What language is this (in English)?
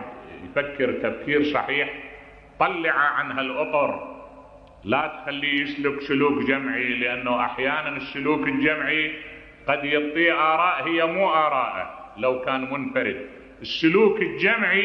Mesopotamian Arabic